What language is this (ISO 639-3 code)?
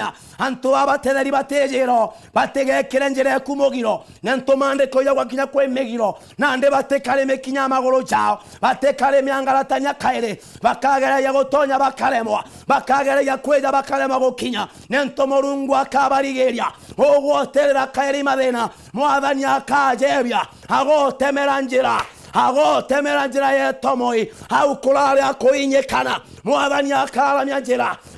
mer